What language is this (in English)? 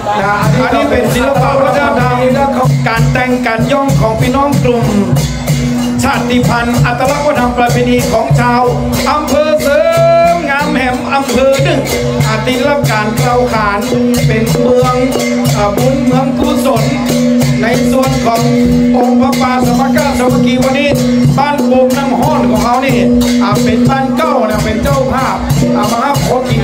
Thai